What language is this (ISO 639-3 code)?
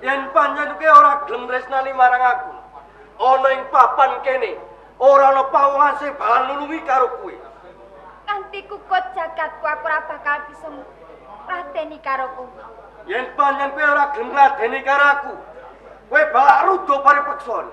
jav